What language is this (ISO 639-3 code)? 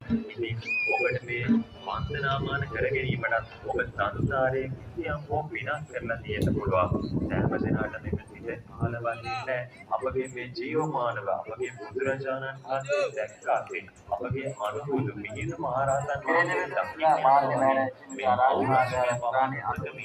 sin